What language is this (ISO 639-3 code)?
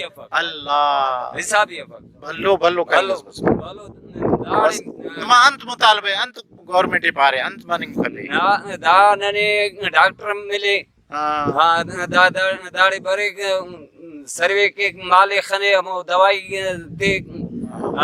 brh